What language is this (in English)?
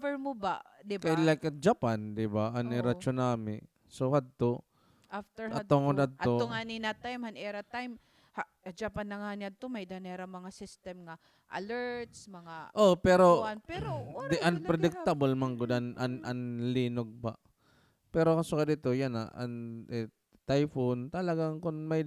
Waray